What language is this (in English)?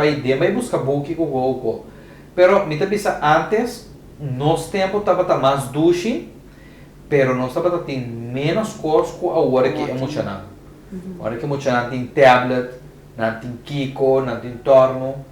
Papiamento